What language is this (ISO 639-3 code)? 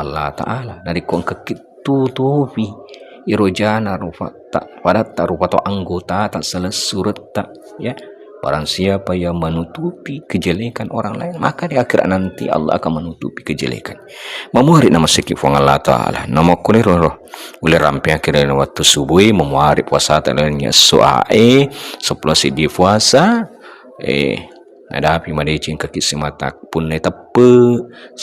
bug